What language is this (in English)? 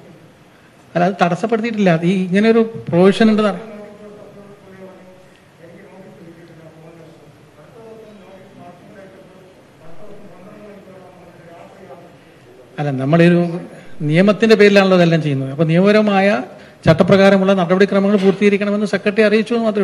Malayalam